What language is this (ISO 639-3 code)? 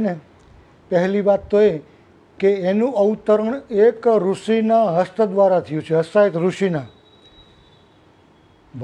guj